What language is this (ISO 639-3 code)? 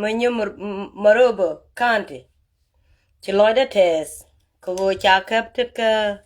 nus